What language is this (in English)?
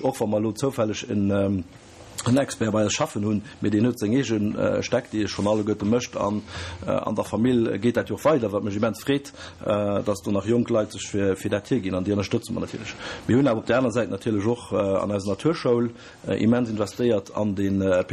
Luxembourgish